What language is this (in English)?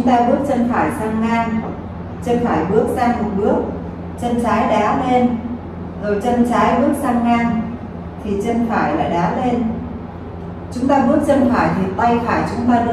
Vietnamese